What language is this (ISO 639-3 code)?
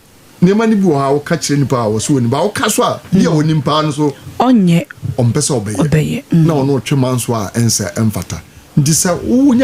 aka